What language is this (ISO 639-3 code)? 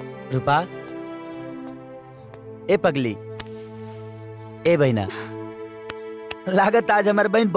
bho